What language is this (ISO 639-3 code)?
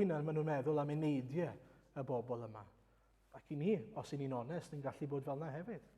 cym